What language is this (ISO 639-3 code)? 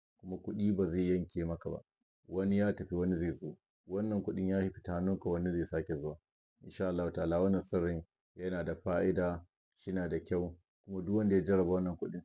hau